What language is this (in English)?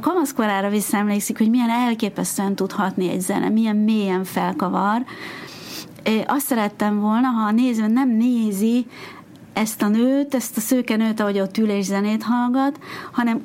Hungarian